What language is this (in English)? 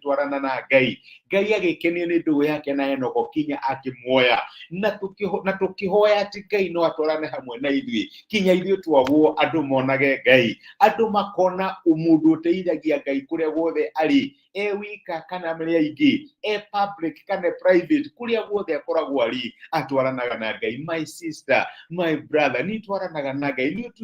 Kikuyu